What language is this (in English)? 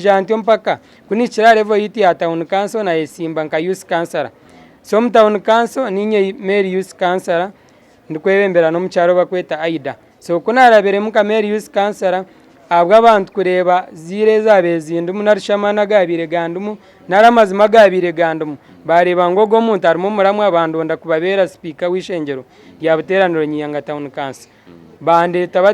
Nyankole